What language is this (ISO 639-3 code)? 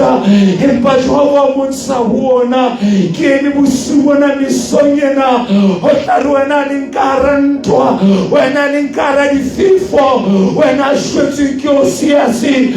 sot